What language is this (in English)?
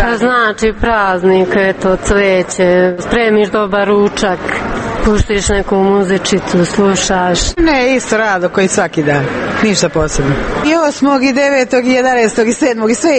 Serbian